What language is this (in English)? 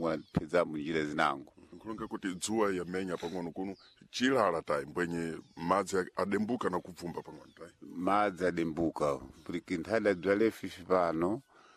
Sena